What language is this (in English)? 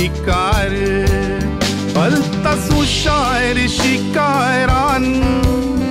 Marathi